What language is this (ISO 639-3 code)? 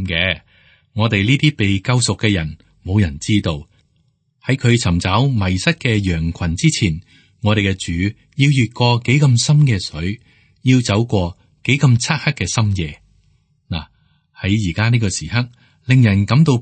yue